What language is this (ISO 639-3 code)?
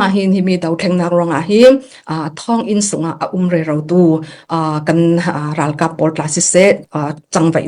cfm